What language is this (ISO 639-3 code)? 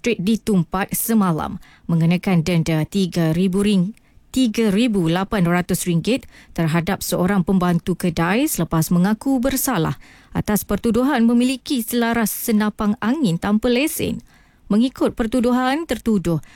msa